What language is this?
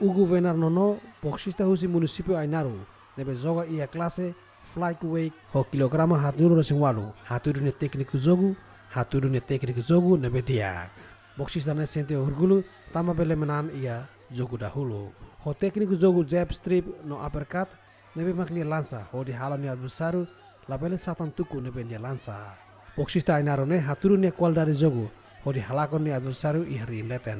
Tetum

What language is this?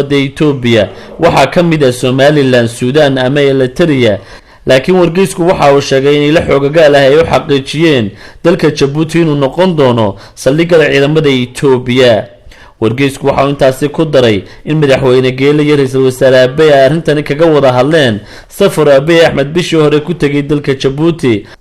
Somali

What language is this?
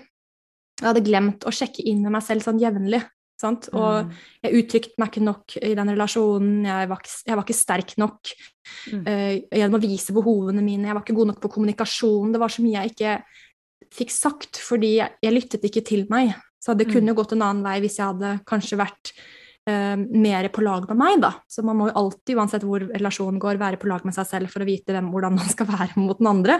Norwegian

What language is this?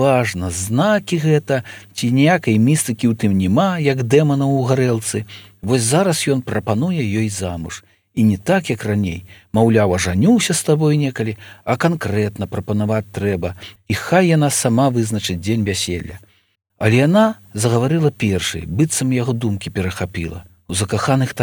Belarusian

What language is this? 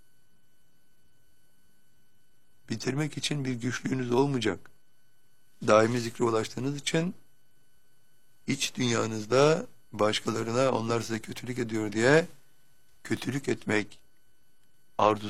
Turkish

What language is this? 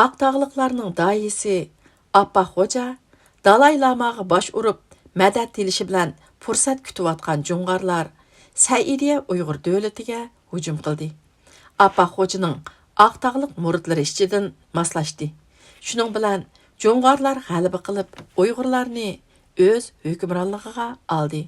Uyghur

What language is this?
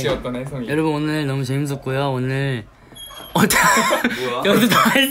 Korean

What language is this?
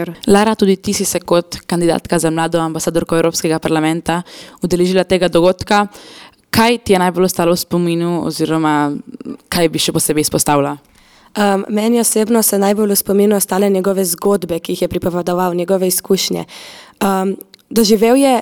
Slovenian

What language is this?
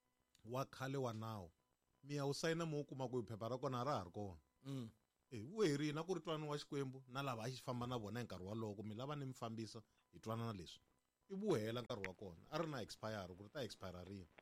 Tsonga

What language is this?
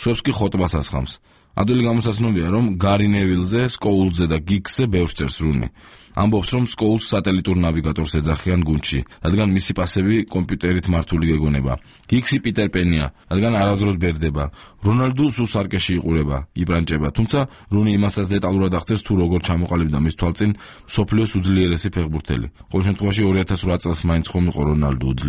Georgian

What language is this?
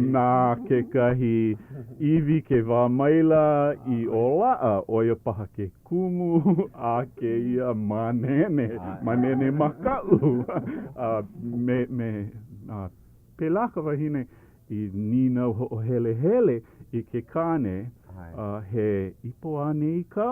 Hawaiian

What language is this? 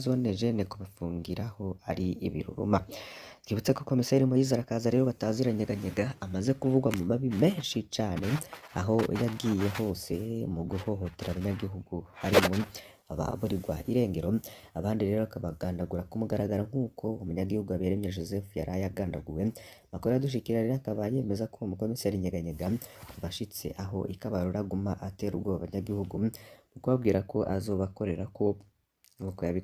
Rundi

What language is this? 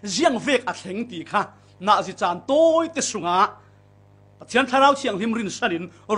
Falam Chin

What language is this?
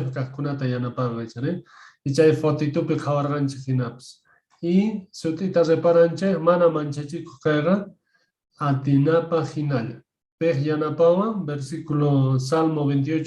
Quechua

